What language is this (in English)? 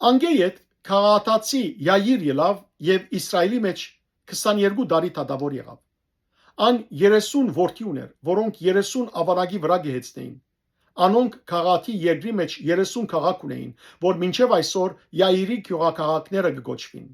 Western Armenian